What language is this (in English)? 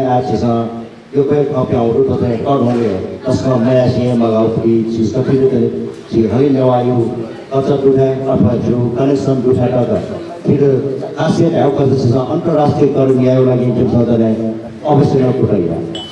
Newari